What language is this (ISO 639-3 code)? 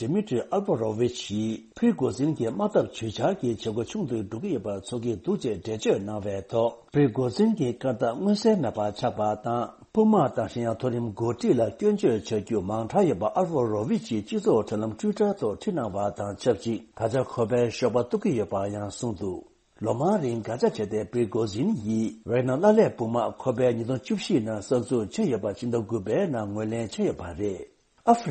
bod